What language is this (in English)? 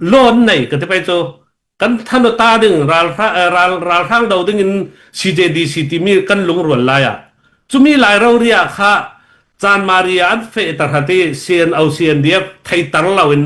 Hakha Chin